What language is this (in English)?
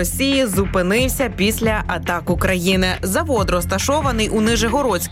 Ukrainian